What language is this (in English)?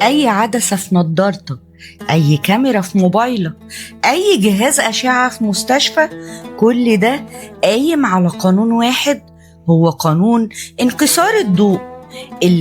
Egyptian Arabic